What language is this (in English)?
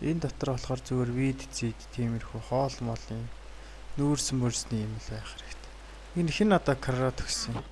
Mongolian